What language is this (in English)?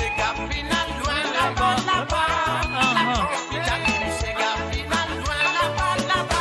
Morisyen